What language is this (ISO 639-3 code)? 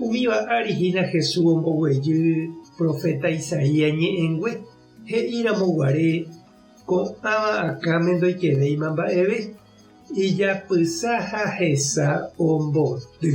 grn